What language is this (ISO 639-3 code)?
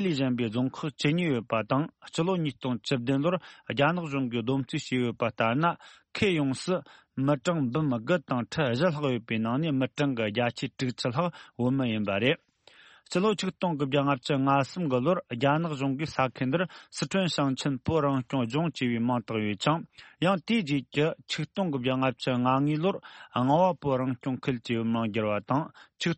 bod